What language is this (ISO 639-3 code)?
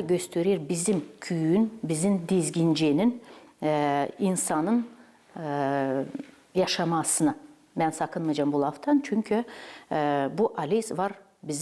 gag